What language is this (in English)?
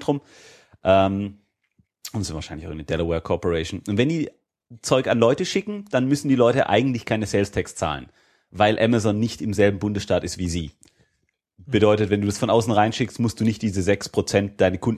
German